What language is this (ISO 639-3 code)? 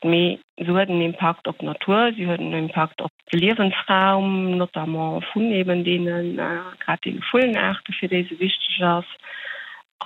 ltz